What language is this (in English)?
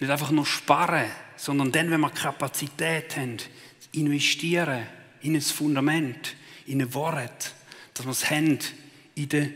Swiss German